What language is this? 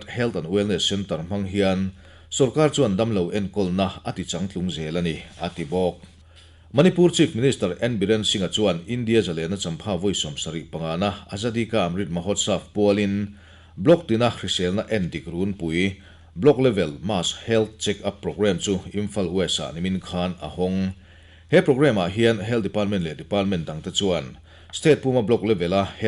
Mizo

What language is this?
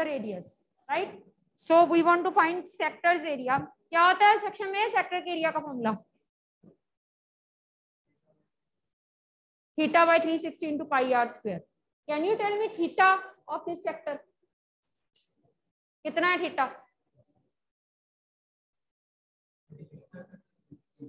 Hindi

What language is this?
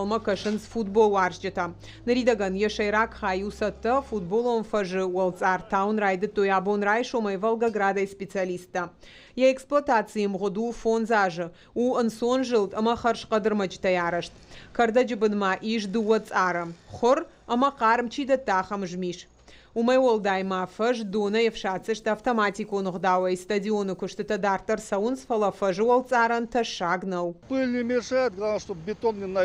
Ossetic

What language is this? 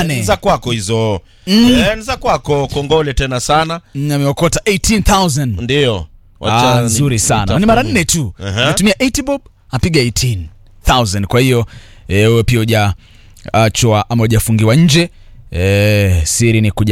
Swahili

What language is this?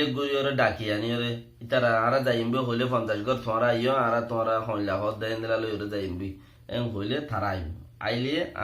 Rohingya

